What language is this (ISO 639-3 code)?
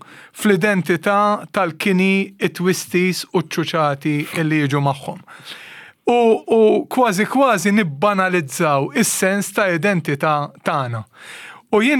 mlt